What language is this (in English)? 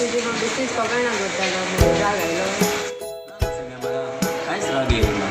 Konkani